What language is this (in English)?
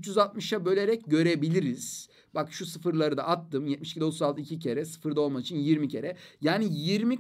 Turkish